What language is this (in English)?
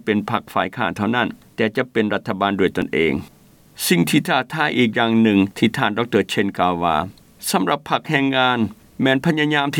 Lao